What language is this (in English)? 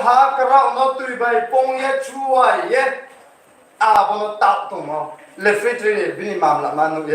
Riang (India)